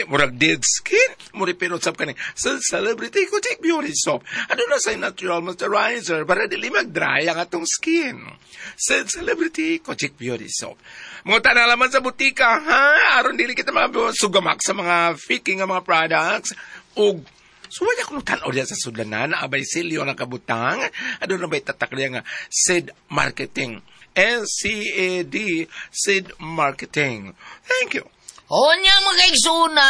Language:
Cebuano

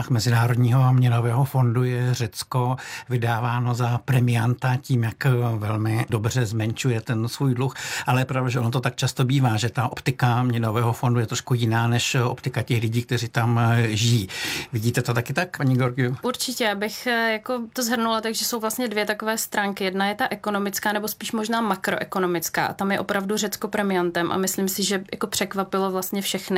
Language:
Czech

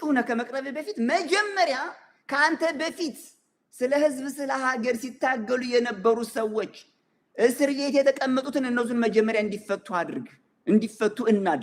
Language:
Amharic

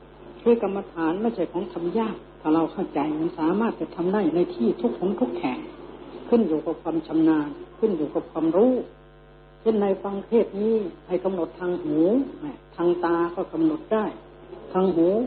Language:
Thai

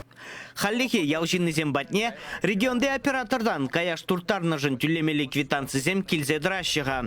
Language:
Chuvash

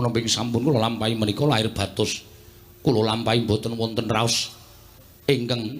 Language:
Javanese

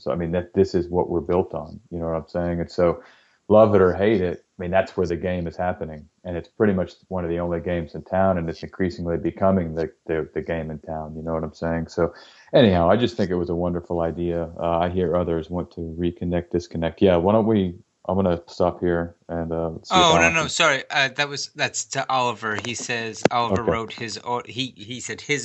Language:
English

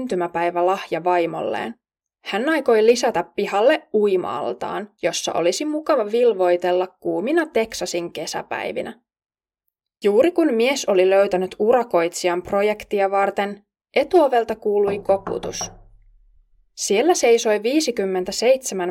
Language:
Finnish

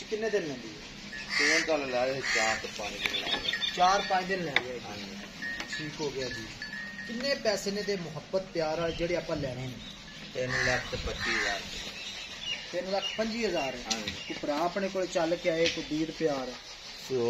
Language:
Punjabi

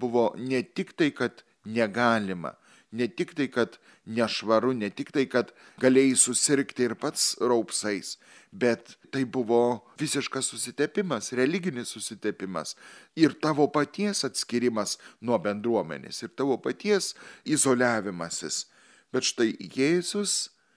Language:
Lithuanian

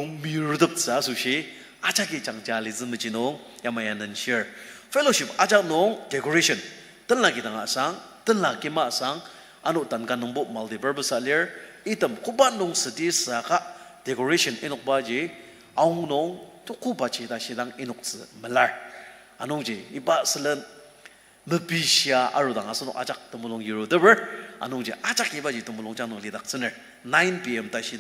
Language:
Ao Naga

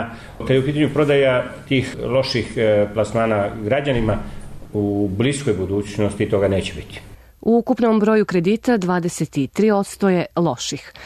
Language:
Serbian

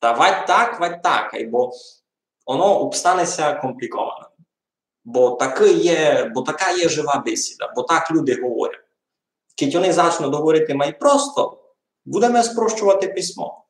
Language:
Rusyn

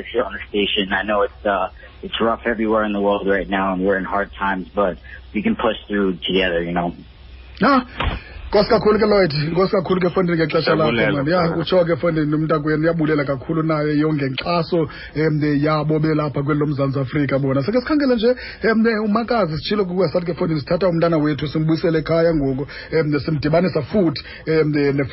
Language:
Xhosa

